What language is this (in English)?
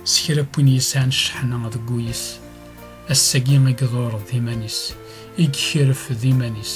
Kabyle